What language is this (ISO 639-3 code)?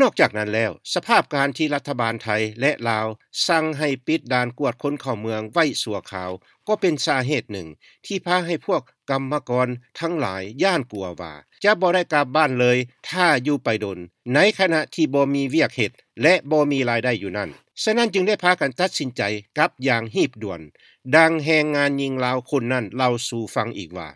lao